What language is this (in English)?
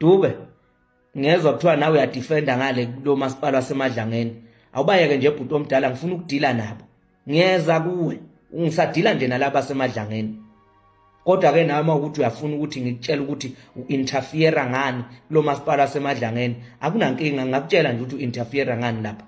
Zulu